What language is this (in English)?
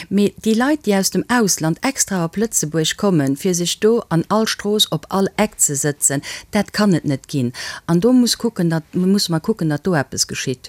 Luxembourgish